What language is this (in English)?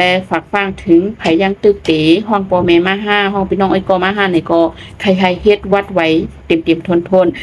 Shan